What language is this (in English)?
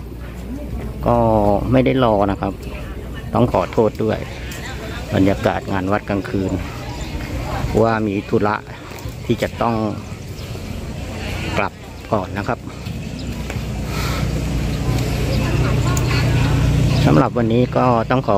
Thai